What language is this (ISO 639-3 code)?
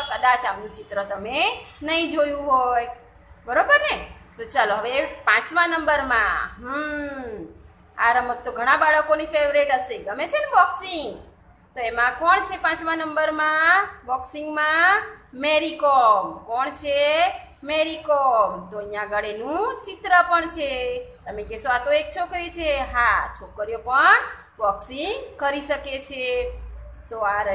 guj